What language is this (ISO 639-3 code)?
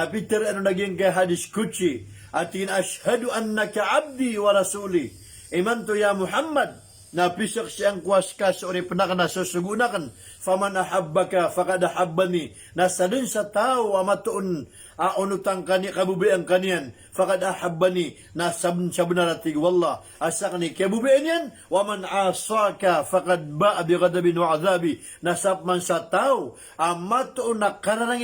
mrw